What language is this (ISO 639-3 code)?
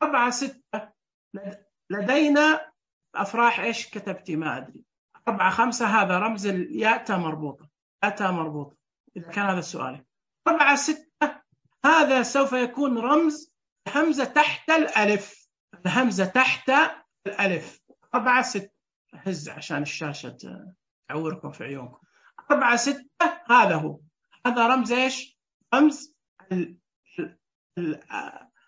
ars